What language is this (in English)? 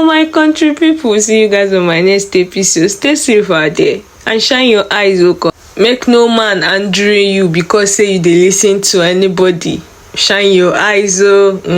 Nigerian Pidgin